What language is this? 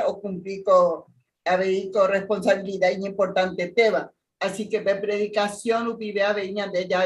Guarani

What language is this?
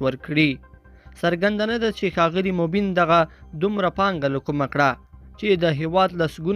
Pashto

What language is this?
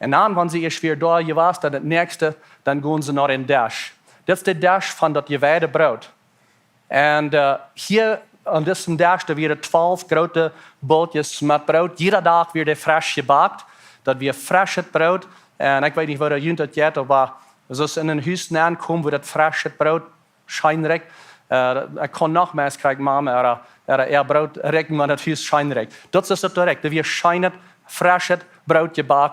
Plautdietsch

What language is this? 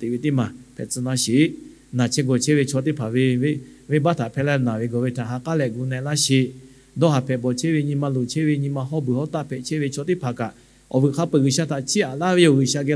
Lahu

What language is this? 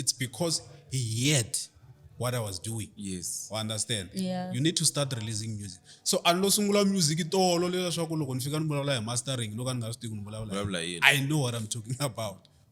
Tsonga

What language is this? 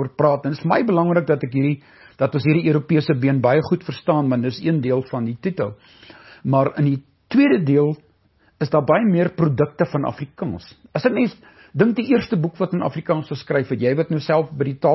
Afrikaans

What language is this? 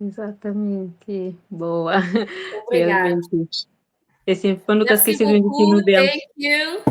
Kabuverdianu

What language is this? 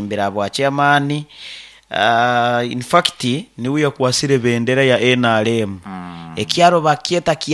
Nyoro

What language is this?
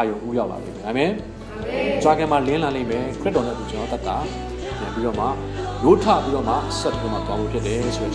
Burmese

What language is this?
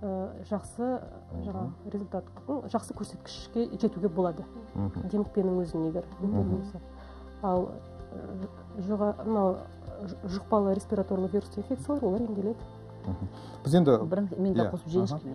Kazakh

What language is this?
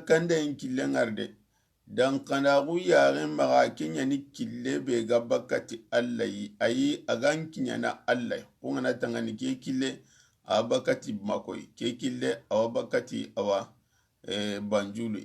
Soninke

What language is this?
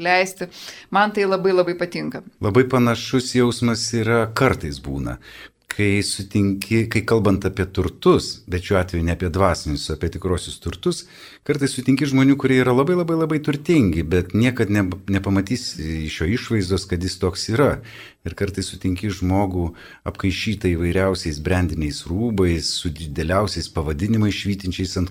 Lithuanian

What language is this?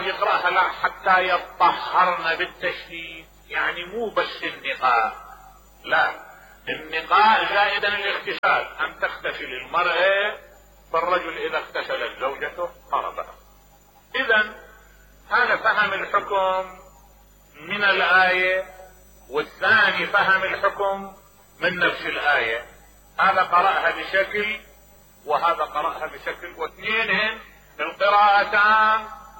Mesopotamian Arabic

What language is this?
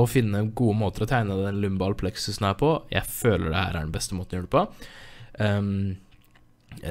Norwegian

